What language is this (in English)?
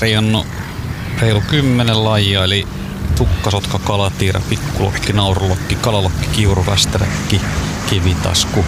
Finnish